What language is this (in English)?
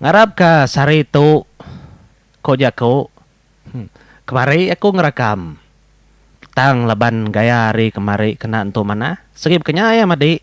Iban